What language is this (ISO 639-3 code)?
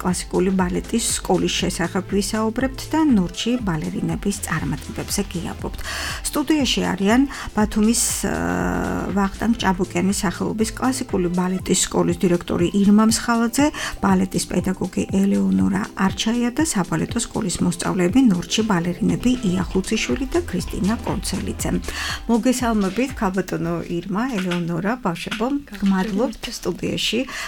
kat